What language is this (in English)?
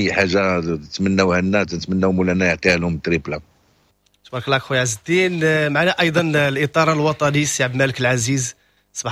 Moroccan Arabic